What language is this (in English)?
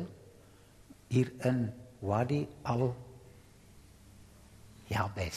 Afrikaans